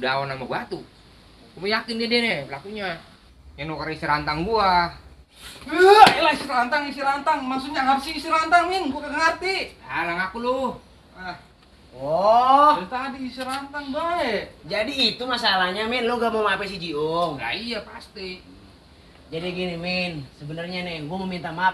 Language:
Betawi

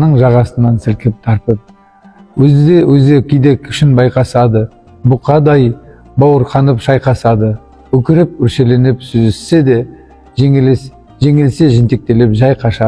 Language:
Kazakh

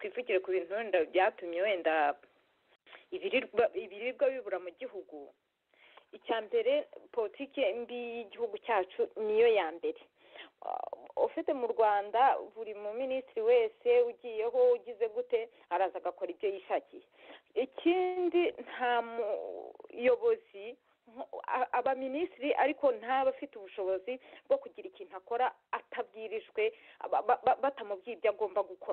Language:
Kinyarwanda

